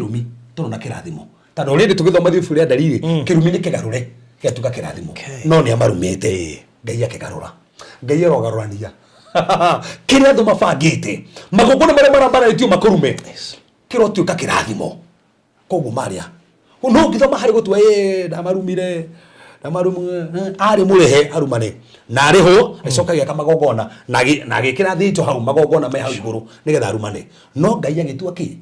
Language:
Kikuyu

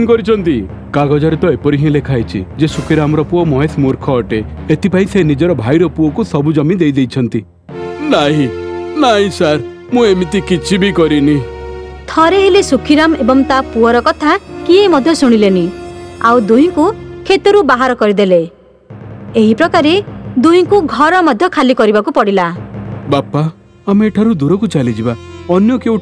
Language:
Odia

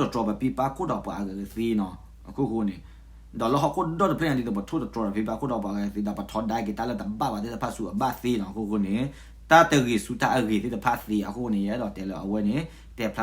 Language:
S'gaw Karen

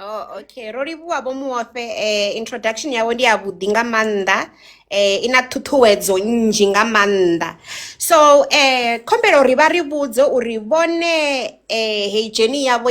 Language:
Venda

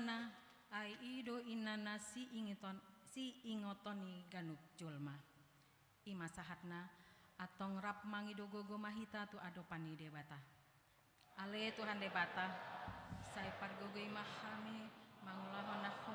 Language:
Batak Toba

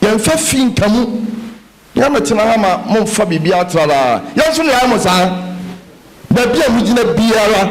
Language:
Akan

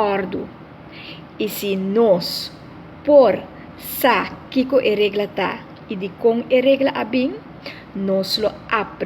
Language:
Papiamento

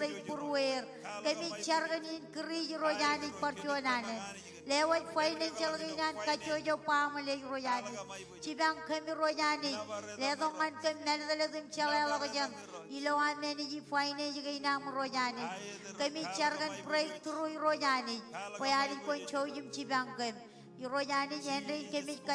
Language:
Marshallese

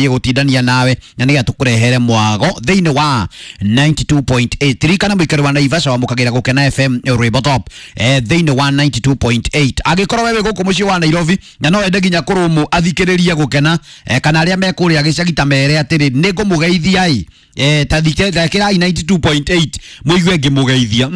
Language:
Kikuyu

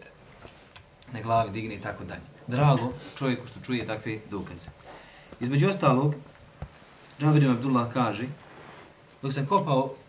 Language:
Bosnian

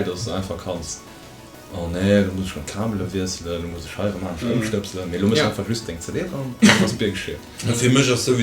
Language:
Luxembourgish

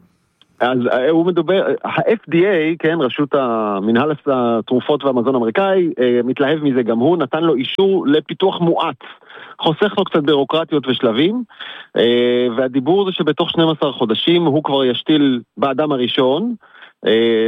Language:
Hebrew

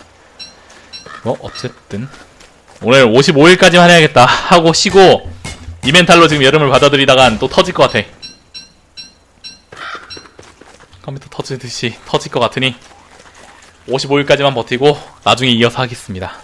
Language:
Korean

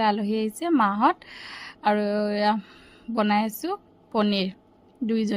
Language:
Assamese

